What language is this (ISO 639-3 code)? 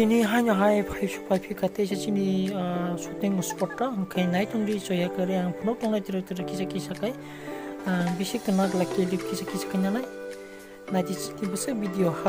trp